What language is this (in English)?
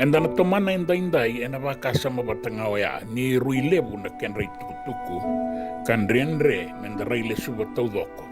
Fijian